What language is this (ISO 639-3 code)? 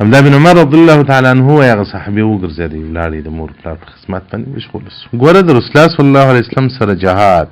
pus